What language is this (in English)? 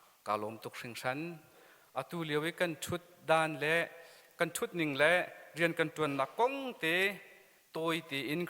Hakha Chin